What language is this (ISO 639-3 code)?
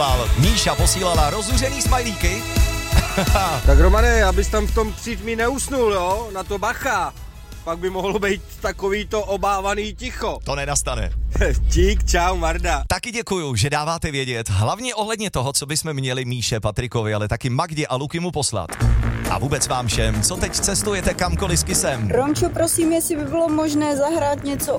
ces